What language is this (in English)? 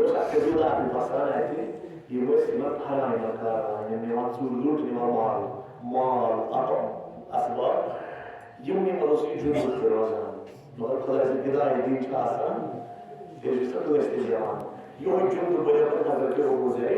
Kashmiri